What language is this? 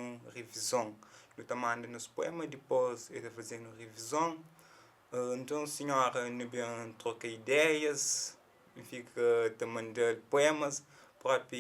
Kabuverdianu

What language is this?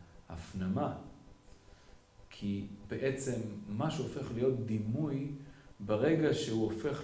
Hebrew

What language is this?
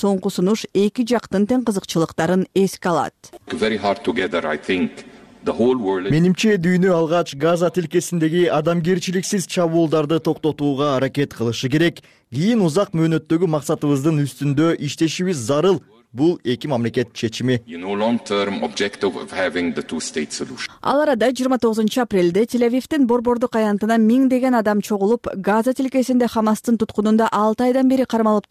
Kyrgyz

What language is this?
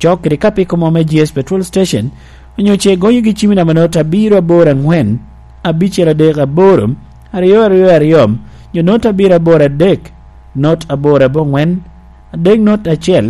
Lango (Uganda)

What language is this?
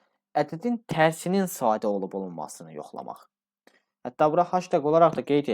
Azerbaijani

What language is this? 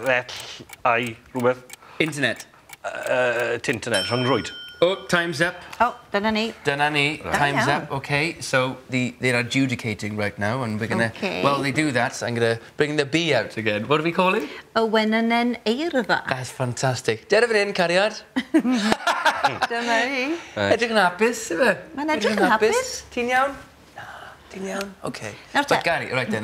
Welsh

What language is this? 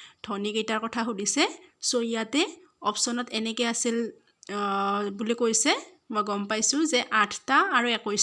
Assamese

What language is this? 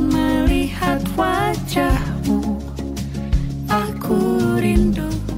Indonesian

